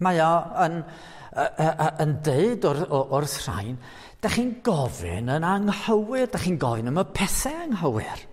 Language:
Welsh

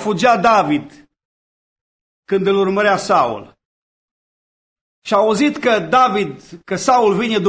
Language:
Romanian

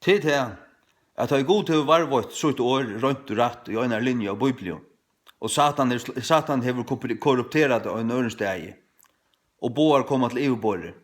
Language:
Faroese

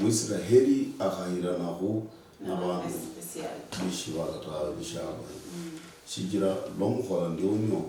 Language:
Luyia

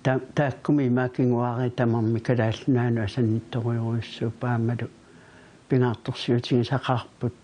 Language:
Kalaallisut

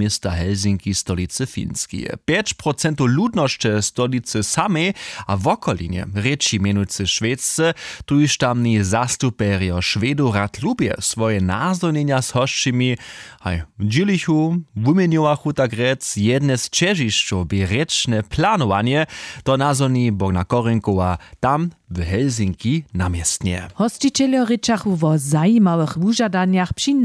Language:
Upper Sorbian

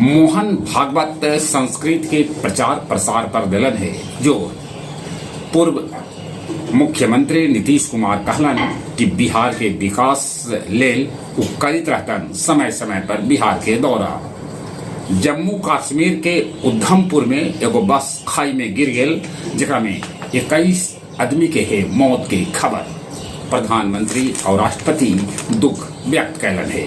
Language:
Magahi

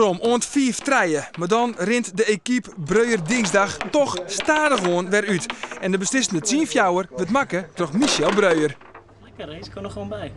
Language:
Western Frisian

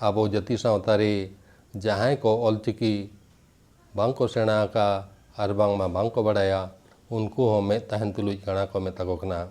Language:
Santali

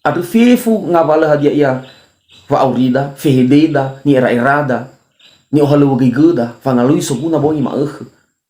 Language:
Nias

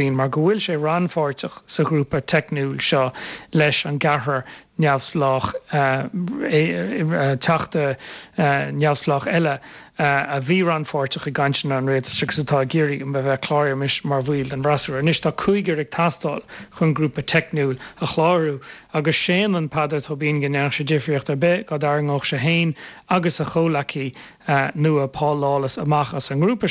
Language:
Irish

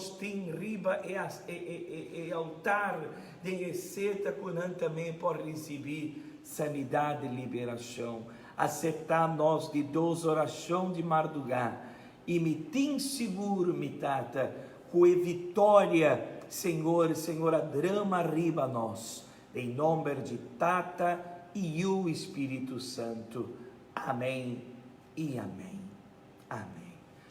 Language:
Papiamento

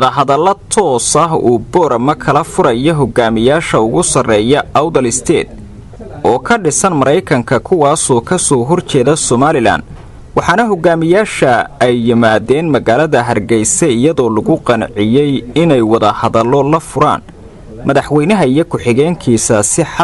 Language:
Somali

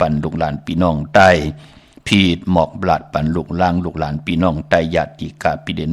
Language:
Shan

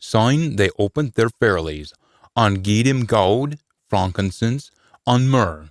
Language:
Scots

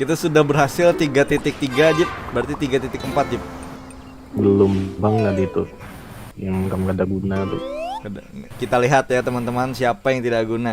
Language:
Banjar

